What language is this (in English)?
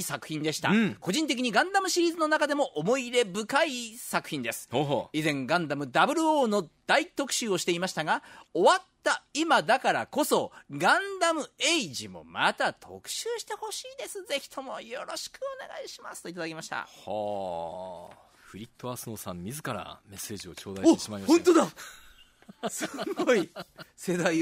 Japanese